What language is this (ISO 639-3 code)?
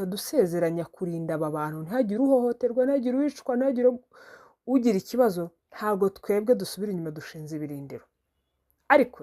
kin